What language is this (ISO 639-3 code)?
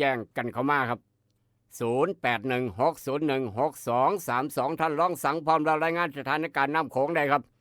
tts